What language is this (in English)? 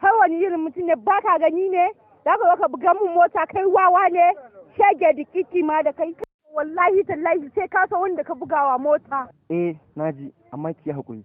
Hausa